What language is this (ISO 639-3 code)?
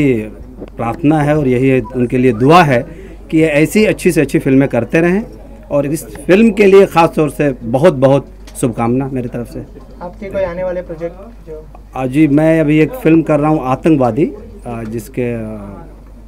hin